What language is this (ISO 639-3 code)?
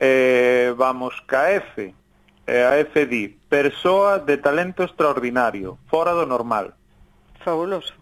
glg